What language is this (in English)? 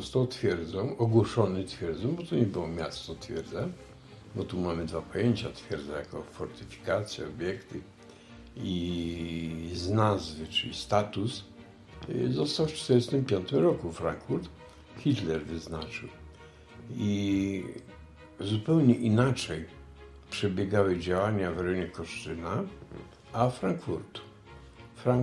Polish